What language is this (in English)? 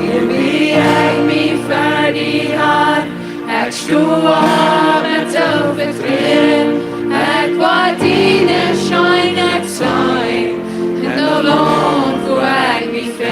Plautdietsch